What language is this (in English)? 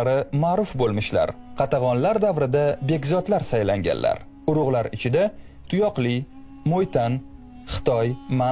Uzbek